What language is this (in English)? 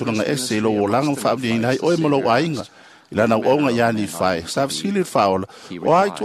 Samoan